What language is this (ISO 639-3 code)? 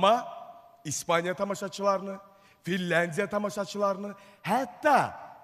aze